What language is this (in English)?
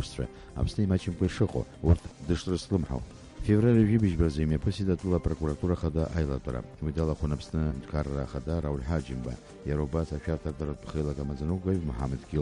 Abkhazian